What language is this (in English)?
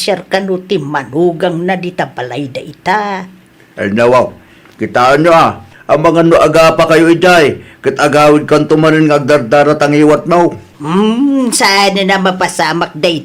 Iloko